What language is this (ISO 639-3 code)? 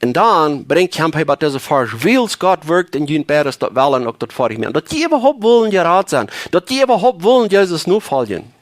pdt